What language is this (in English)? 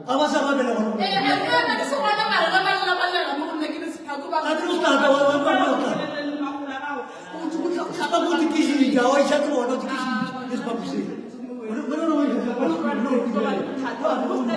Northern Sotho